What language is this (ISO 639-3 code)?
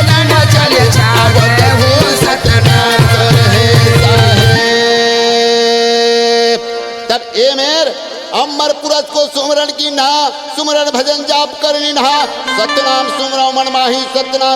hne